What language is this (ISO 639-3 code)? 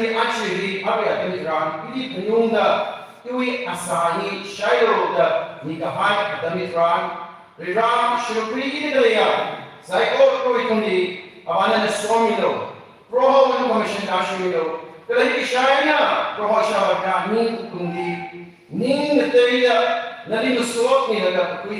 nmf